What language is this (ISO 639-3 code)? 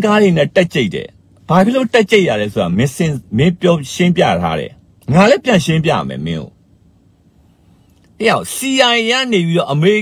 mya